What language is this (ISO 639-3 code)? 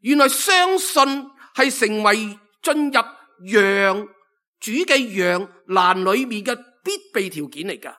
yue